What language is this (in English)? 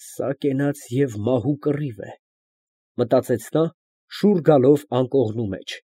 Armenian